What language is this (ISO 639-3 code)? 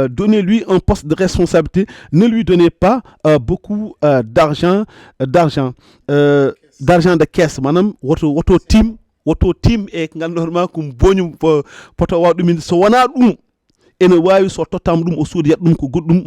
ful